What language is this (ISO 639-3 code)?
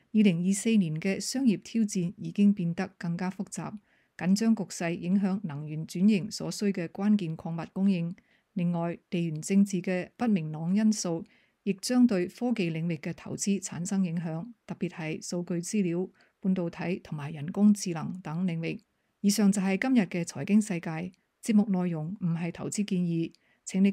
yue